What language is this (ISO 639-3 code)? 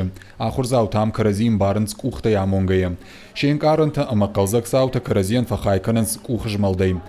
oss